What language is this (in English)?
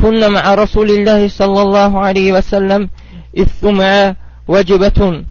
Azerbaijani